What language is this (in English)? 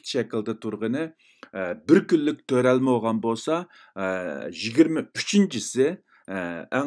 Uyghur